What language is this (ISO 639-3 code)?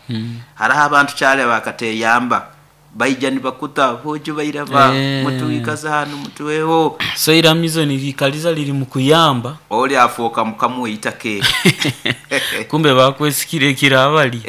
nyo